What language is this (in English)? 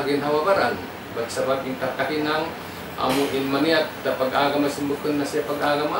Tausug